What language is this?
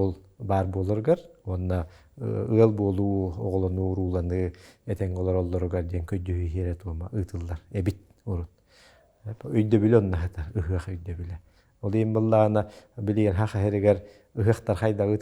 Yakut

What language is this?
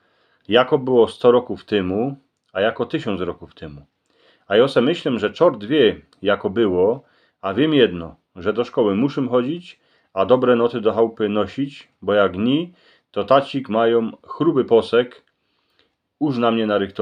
Silesian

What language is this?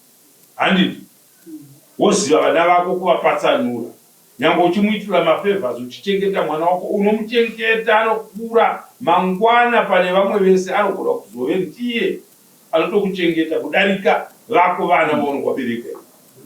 Shona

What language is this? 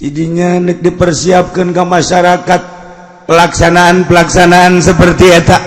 Sundanese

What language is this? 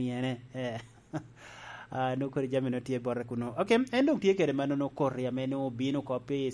Lango (Uganda)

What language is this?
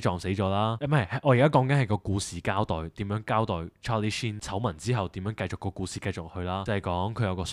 Cantonese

